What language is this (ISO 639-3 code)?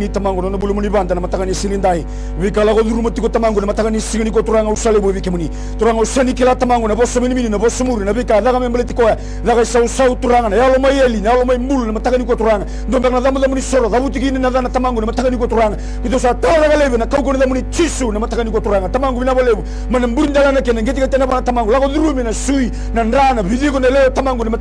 fij